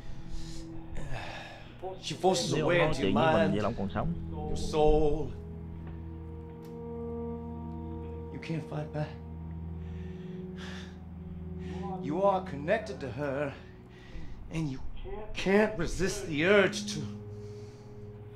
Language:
Vietnamese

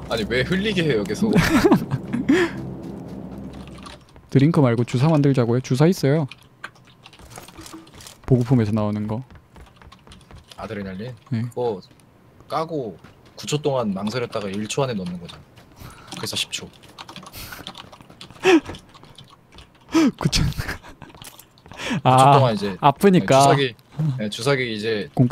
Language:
Korean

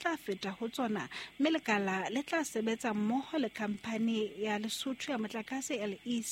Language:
Southern Sotho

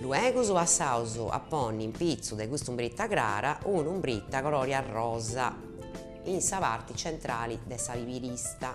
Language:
Sardinian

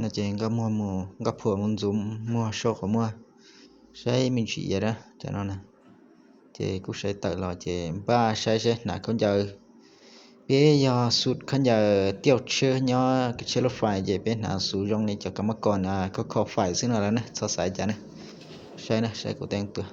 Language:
Hmong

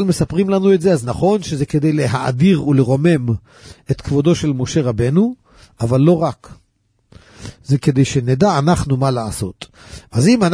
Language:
Hebrew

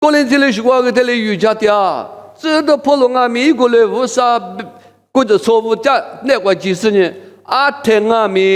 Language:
Lisu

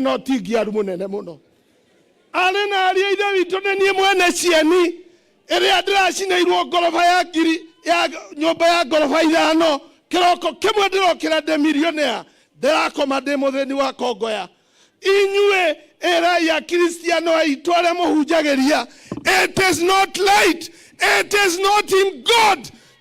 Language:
Kikuyu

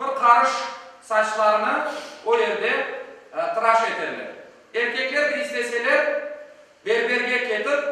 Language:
Crimean Tatar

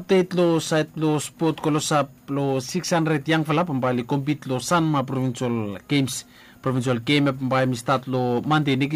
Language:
Bislama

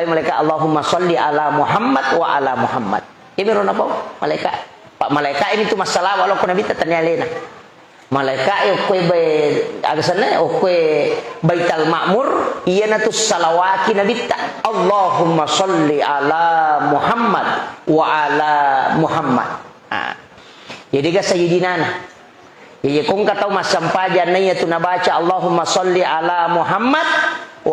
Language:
Buginese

